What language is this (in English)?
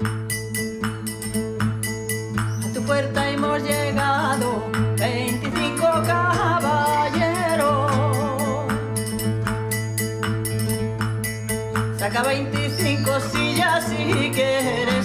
Spanish